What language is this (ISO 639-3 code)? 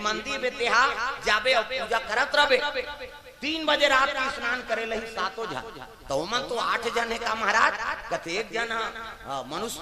hne